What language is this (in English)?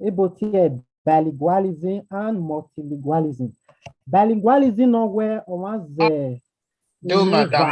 Bini